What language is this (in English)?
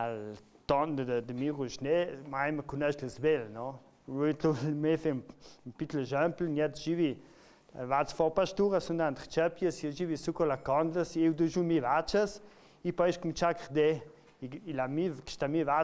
Ladin